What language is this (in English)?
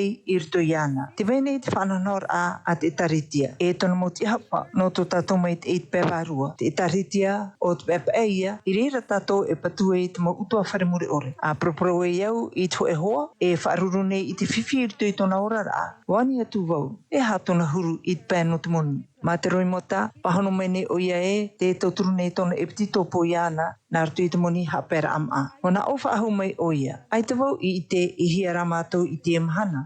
Tahitian